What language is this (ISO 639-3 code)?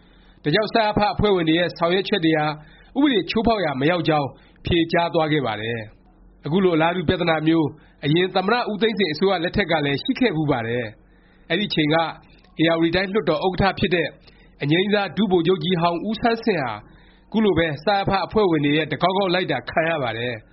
mya